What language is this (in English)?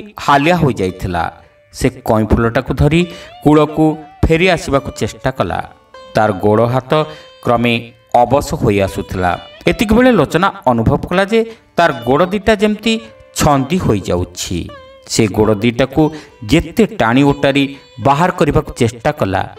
Odia